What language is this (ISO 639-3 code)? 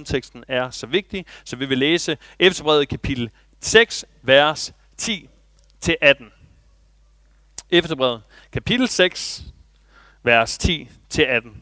dan